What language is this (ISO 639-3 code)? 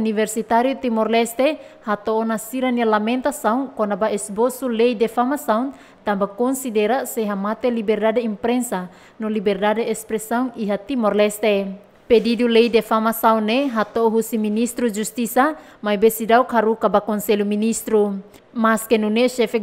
tet